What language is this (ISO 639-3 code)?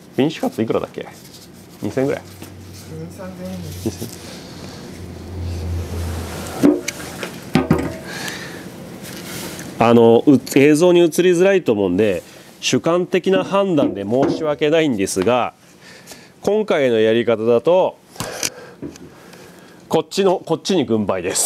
jpn